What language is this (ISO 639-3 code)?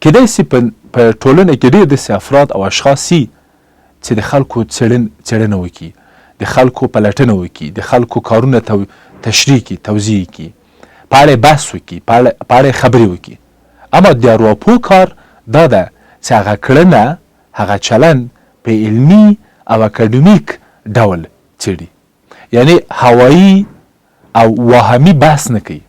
pus